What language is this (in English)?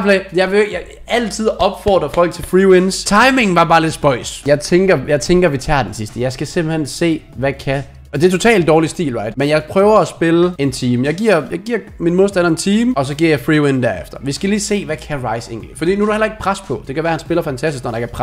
Danish